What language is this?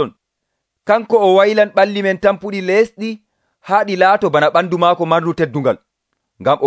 Nigerian Fulfulde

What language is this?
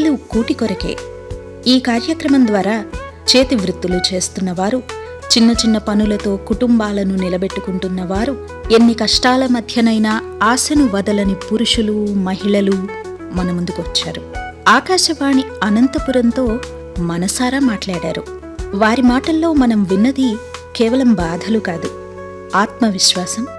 Telugu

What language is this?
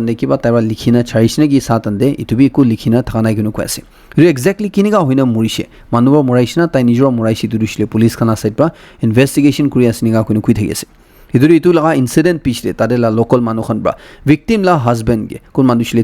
Naga Pidgin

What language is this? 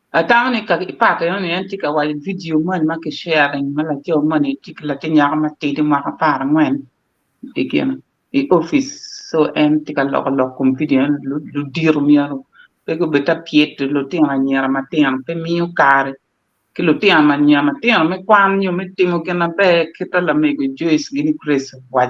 Acoli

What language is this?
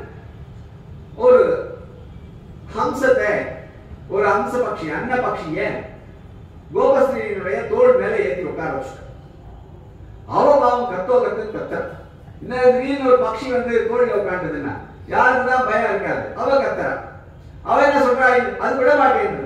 Tamil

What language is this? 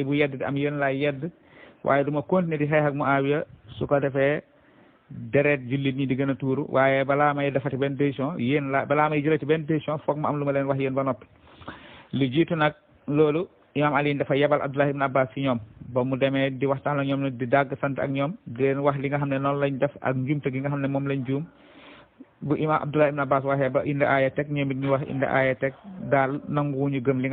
Wolof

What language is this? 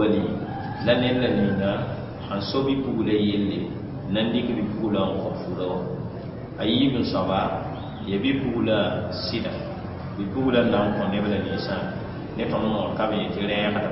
Mossi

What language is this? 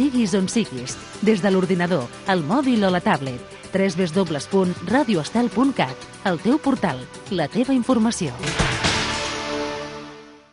Catalan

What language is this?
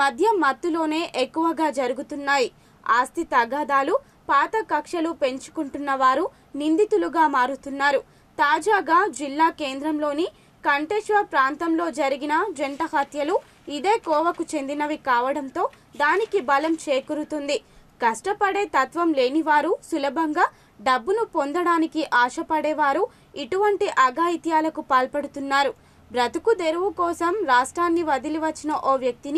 Telugu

